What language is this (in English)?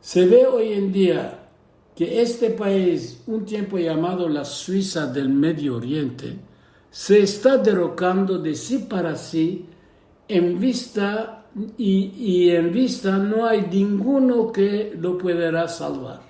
Ladino